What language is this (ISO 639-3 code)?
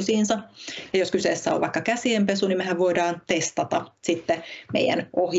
fin